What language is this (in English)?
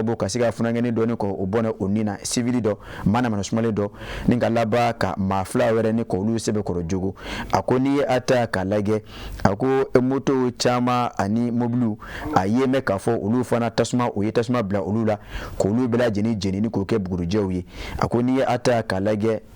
Bambara